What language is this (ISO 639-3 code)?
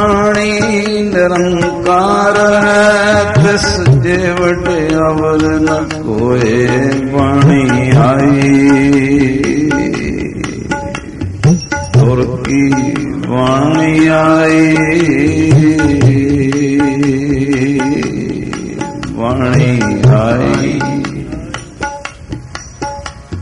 pan